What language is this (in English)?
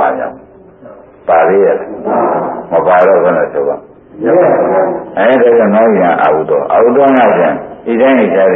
Burmese